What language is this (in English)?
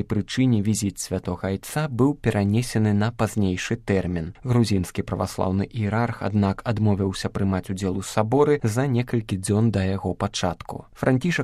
Belarusian